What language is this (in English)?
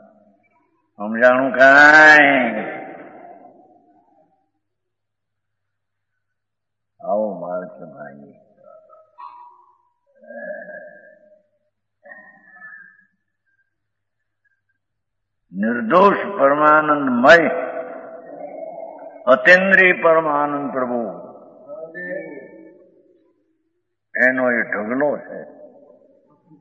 Gujarati